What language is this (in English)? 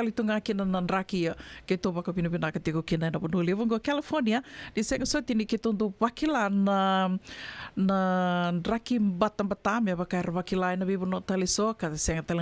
Fijian